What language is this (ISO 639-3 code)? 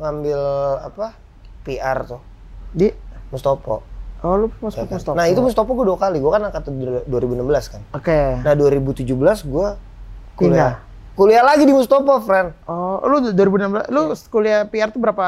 ind